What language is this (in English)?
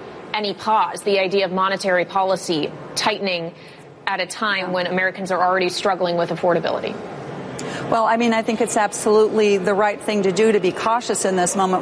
English